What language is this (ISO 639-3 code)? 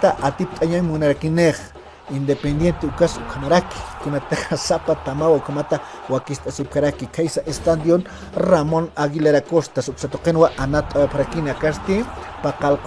aym